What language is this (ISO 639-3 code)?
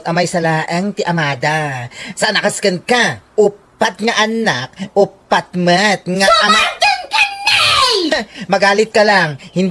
ilo